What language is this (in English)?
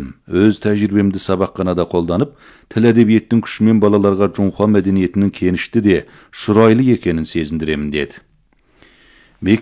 Kazakh